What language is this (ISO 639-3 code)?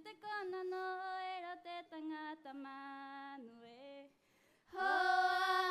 rap